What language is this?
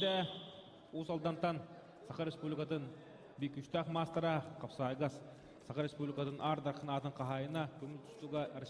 Yakut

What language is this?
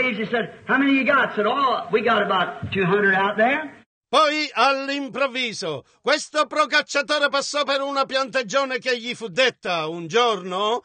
Italian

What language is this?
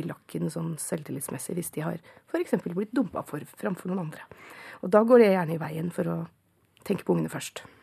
Norwegian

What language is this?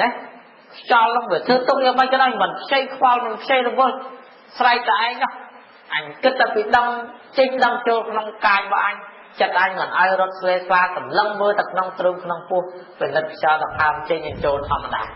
Khmer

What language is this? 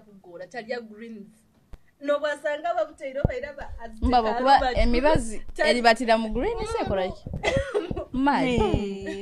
Nyoro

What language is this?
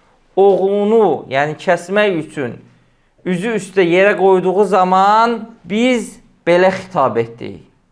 Azerbaijani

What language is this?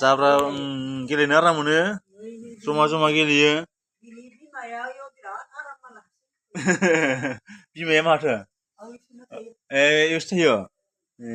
Bodo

